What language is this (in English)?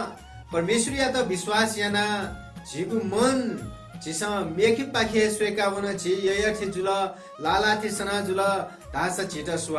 Newari